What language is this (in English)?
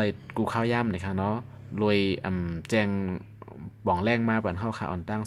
Shan